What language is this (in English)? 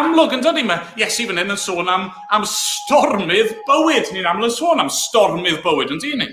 Welsh